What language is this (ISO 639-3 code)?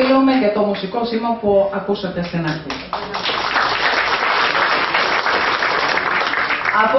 ell